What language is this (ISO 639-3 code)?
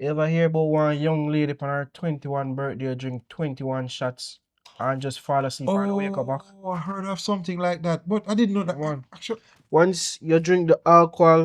jam